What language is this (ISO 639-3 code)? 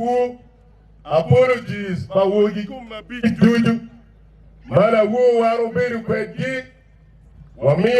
ach